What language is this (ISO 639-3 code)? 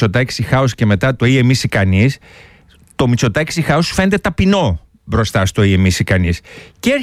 ell